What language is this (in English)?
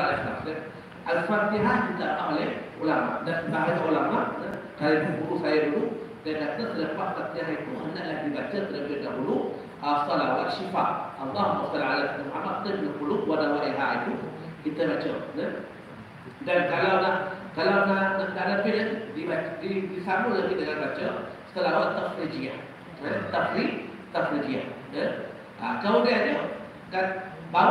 Malay